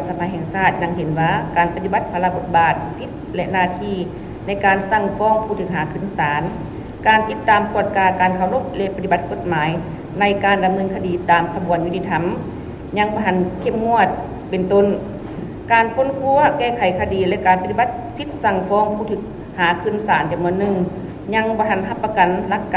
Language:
Lao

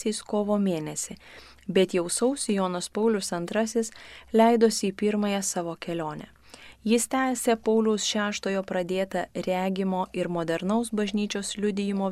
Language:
Lithuanian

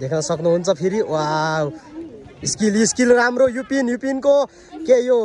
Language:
Nepali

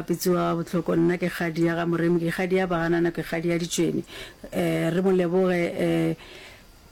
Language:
Northern Sotho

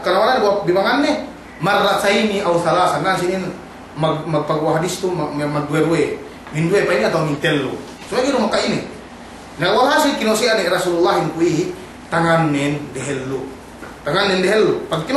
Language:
Yakan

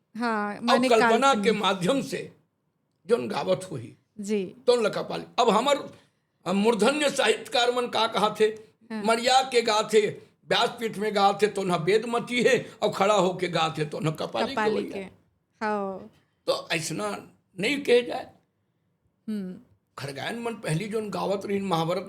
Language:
Chhattisgarhi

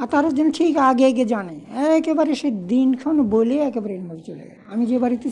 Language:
Bangla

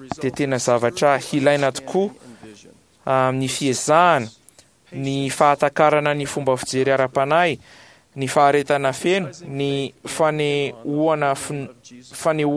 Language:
Malagasy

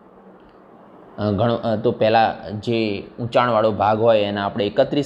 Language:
Gujarati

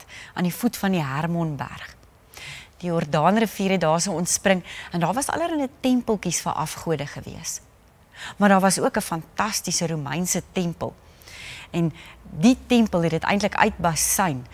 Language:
Afrikaans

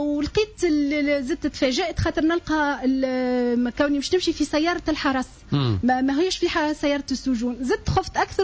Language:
Tunisian Arabic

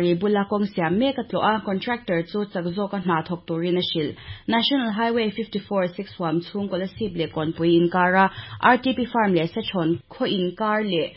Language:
Mizo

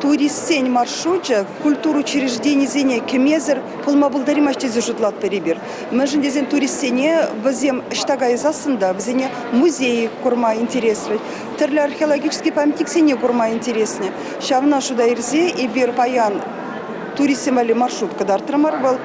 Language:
Chuvash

